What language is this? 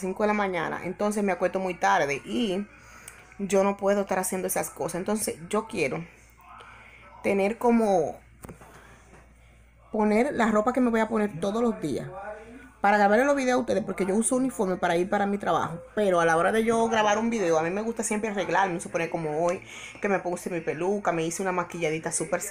Spanish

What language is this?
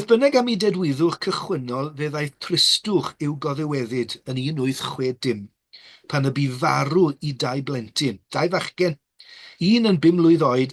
Welsh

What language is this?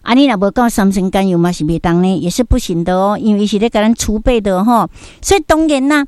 Min Nan Chinese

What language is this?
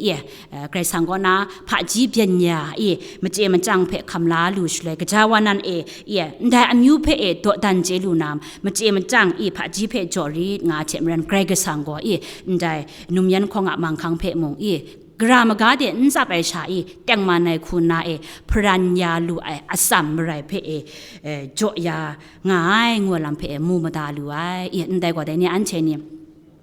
Kachin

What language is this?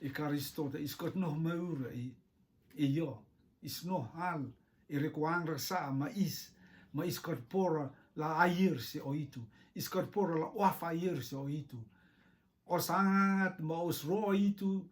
Rotuman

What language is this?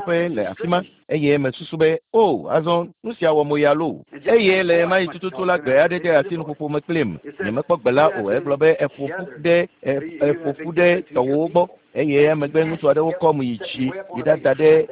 Ewe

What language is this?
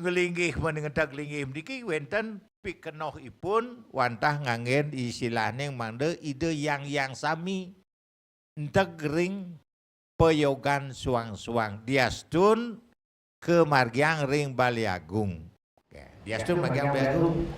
Balinese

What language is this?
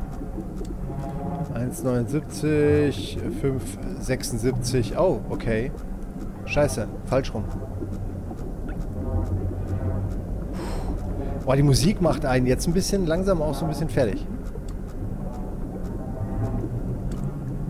German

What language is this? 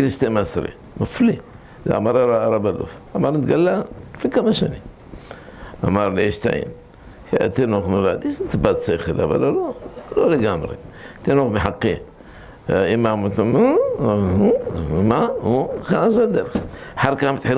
Hebrew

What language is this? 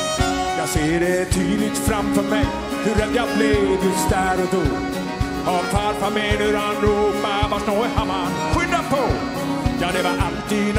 Swedish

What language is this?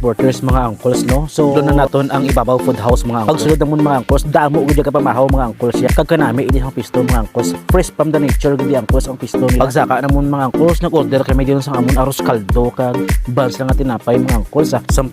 Hiligaynon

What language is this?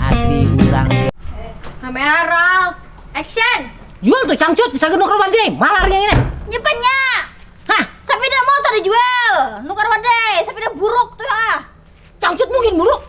Banjar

